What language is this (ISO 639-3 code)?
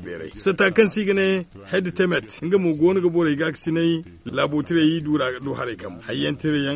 dje